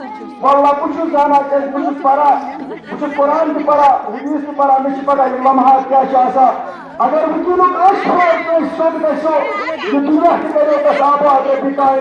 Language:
Kashmiri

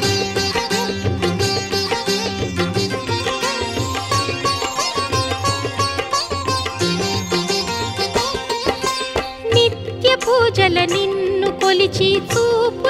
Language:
Telugu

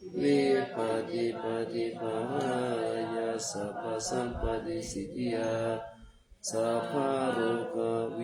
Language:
Pali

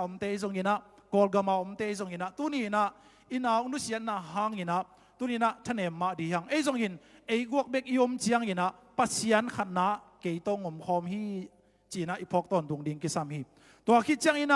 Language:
Tedim Chin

